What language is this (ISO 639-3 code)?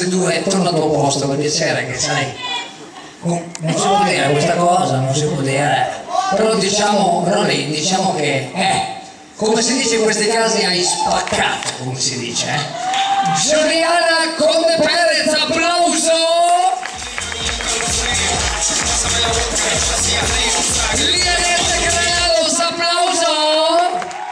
ita